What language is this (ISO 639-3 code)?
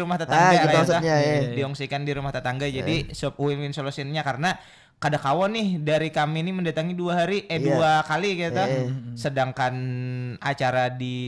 bjn